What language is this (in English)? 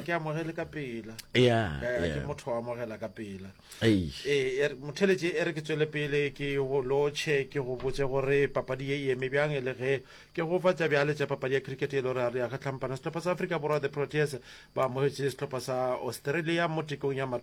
Northern Sotho